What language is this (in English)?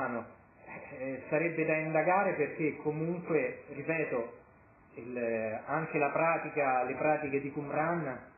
Italian